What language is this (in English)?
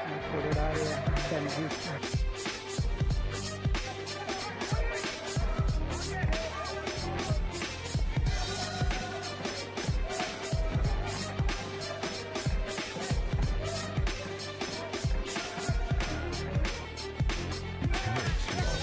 Norwegian